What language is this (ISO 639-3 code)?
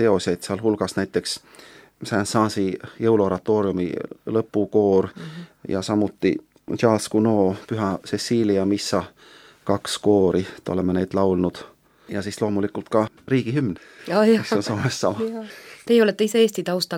est